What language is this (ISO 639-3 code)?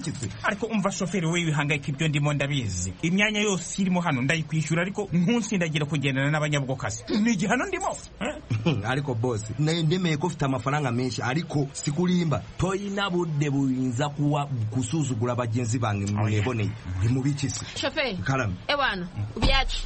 kin